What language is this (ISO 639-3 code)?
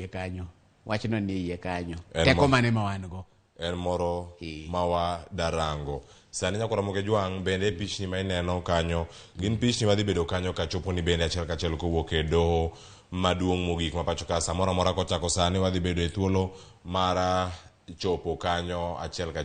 luo